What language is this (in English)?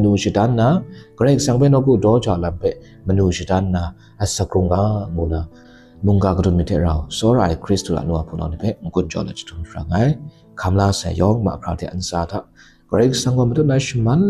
Kachin